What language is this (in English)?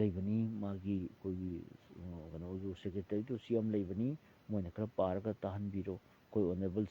Manipuri